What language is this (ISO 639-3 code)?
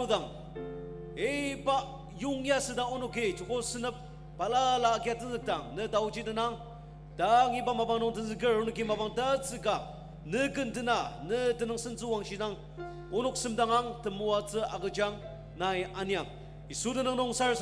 njo